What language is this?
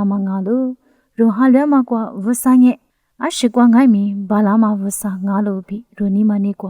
Lisu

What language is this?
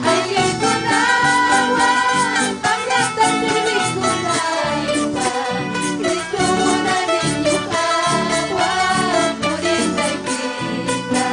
Ayacucho Quechua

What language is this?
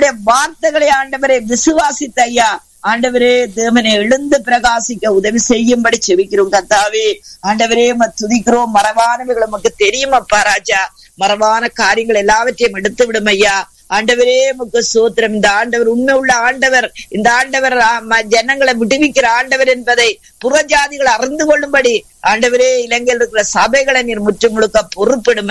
Tamil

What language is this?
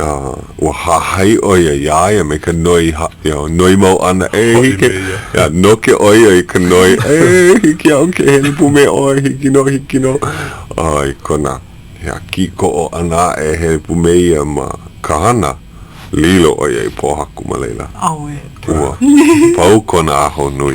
Hawaiian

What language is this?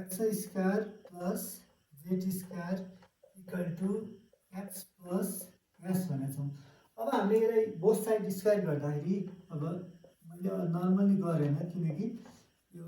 Nepali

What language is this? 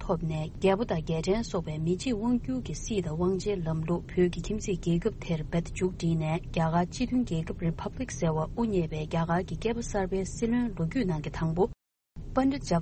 Tibetan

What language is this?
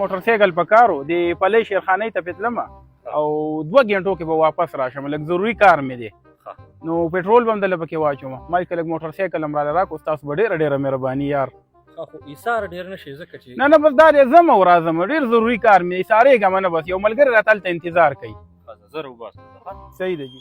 Pashto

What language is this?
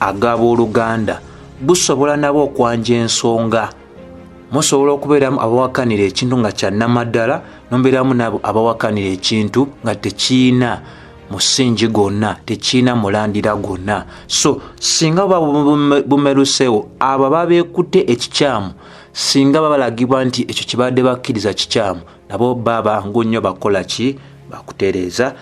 Ganda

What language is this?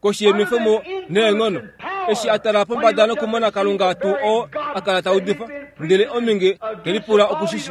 Kuanyama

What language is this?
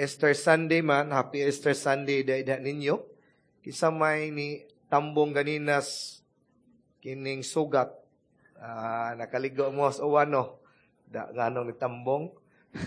Cebuano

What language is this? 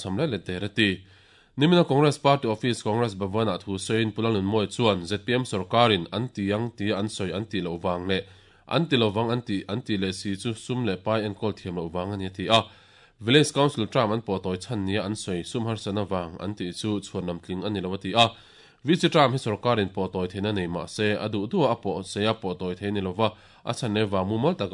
Mizo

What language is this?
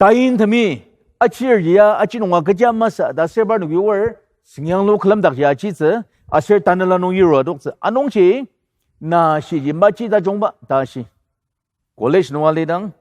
Ao Naga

